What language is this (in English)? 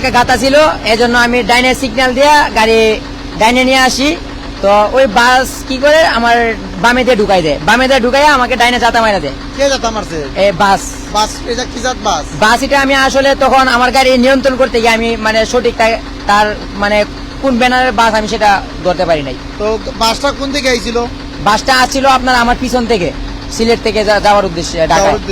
Sylheti